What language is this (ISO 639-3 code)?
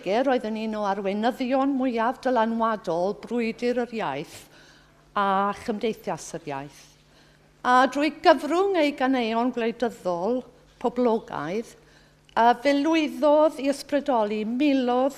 cym